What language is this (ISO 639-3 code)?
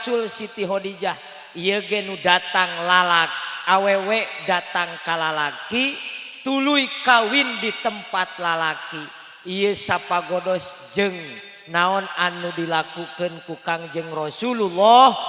sun